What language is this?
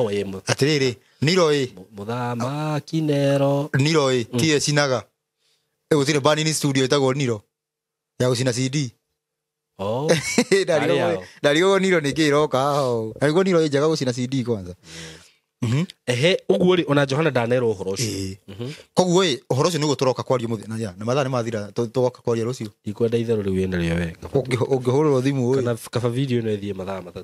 Kikuyu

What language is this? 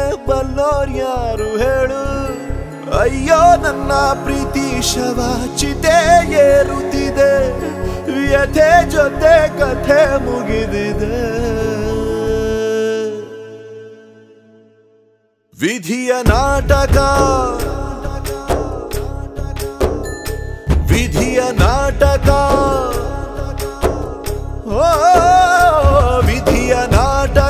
Kannada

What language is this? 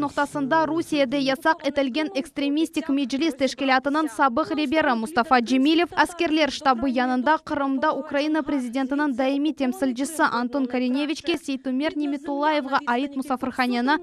Crimean Tatar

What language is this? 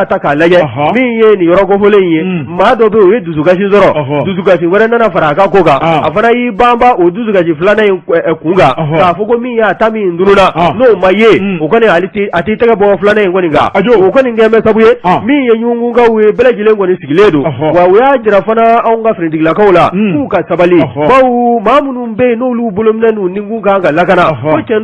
Bambara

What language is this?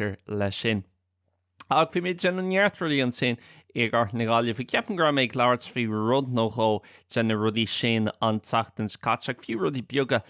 Irish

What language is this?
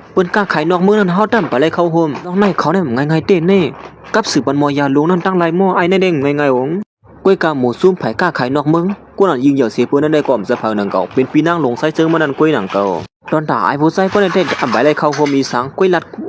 Shan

